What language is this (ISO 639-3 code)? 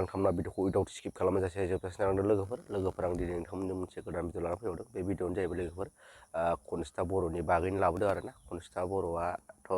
brx